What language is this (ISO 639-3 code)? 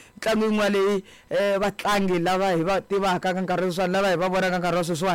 tso